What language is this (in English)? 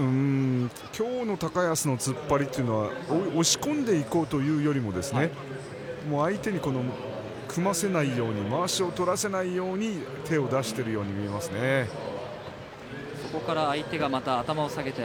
Japanese